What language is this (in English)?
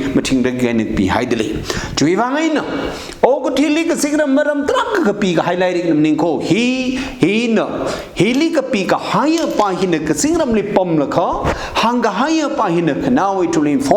Tangkhul Naga (India)